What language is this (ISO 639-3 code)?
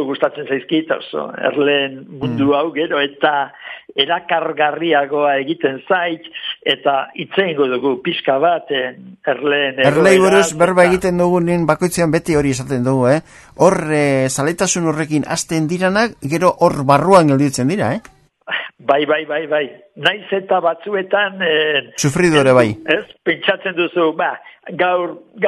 eus